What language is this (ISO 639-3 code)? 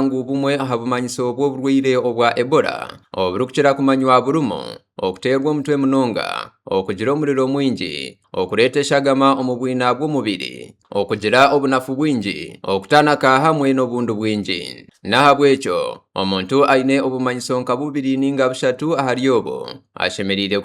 nyn